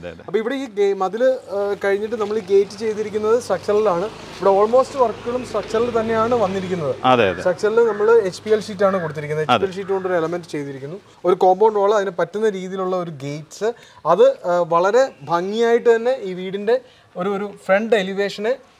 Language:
Malayalam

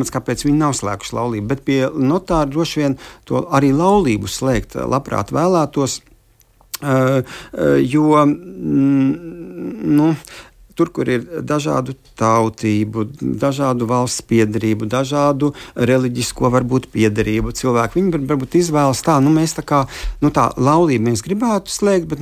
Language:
Latvian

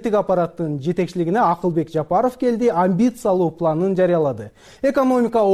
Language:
Kyrgyz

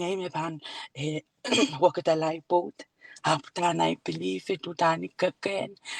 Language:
Pohnpeian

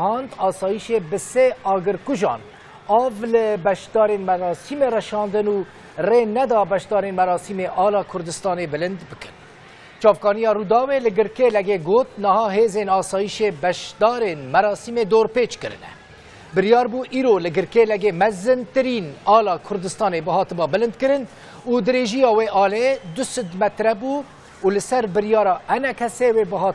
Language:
Kurdish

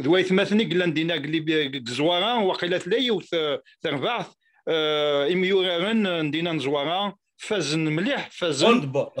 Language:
Kabyle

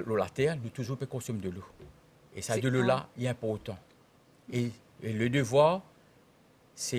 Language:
Morisyen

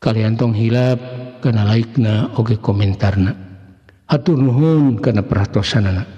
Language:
Sundanese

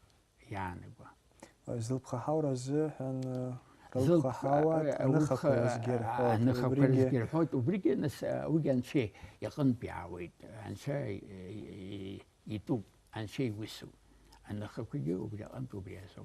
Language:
Abkhazian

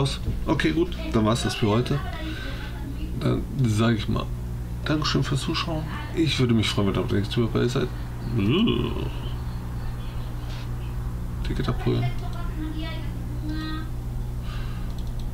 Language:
German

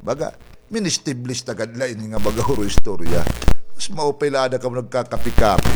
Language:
Waray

